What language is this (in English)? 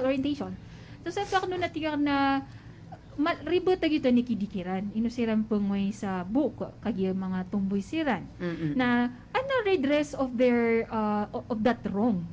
Maranao